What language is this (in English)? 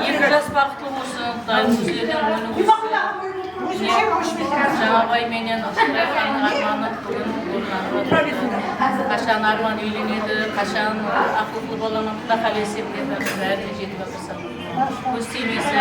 Kara-Kalpak